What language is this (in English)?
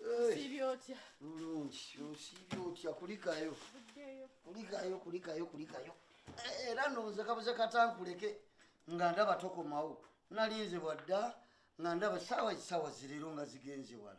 Ganda